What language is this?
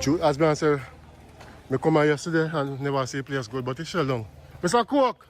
Jamaican Creole English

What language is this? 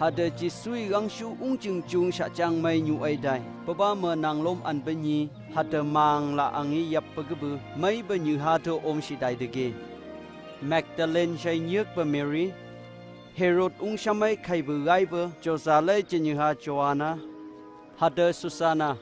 Phom Naga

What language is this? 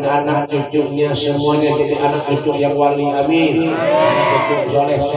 Banjar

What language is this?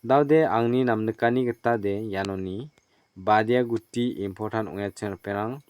Garo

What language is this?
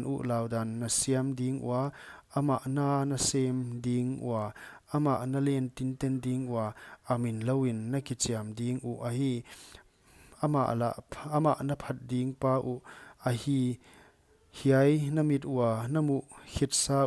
Paite Chin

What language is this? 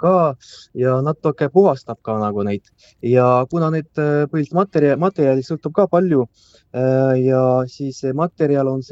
Estonian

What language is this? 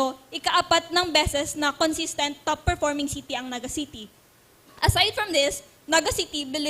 Bikol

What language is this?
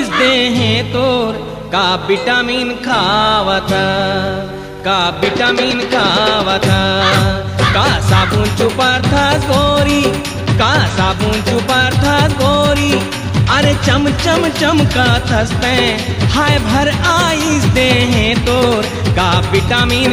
Chhattisgarhi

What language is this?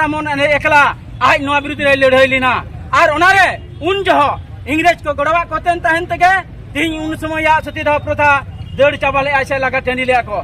Santali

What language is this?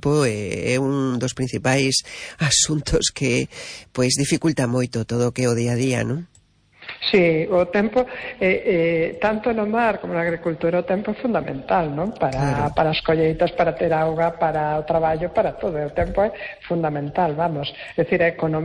Galician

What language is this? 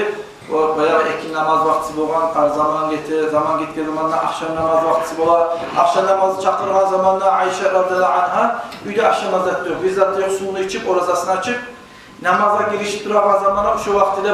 Kumyk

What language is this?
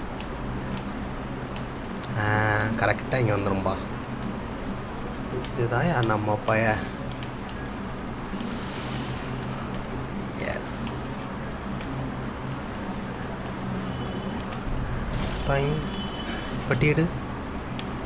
Tamil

